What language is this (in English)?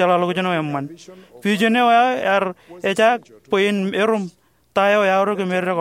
Marshallese